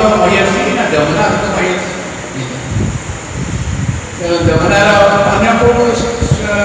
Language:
Odia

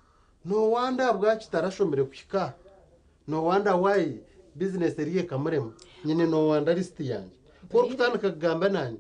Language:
Nyankole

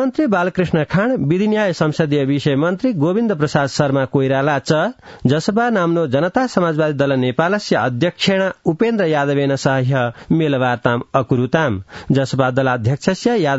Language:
Sanskrit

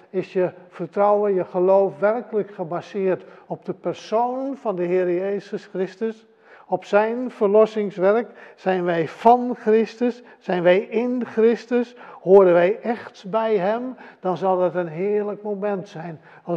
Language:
Dutch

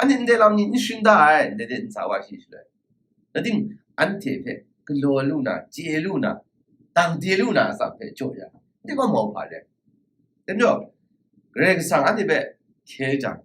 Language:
Kachin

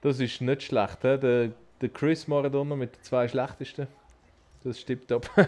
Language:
Swiss German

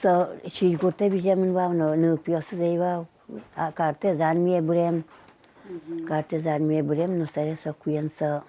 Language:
Udmurt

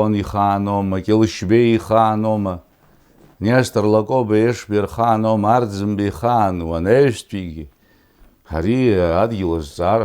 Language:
Abkhazian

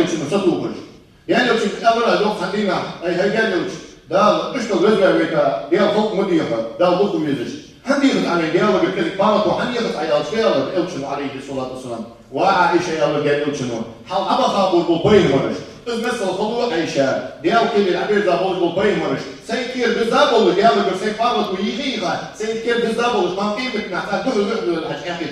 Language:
Ingush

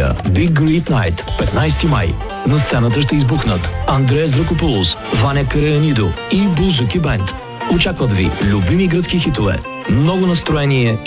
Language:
Bulgarian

